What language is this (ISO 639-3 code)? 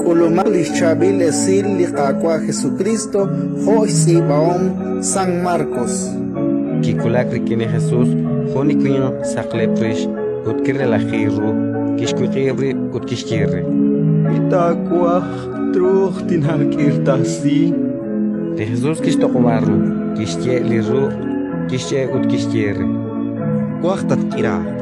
kek